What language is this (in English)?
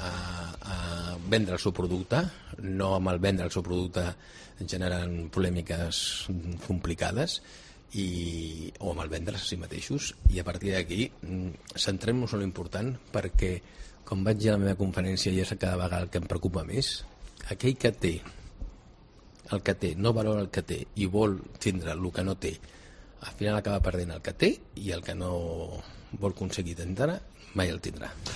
Catalan